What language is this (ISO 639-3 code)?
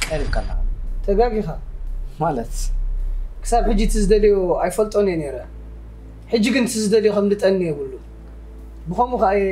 tir